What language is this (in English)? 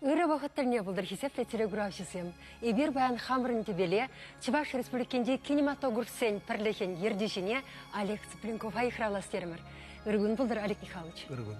Chuvash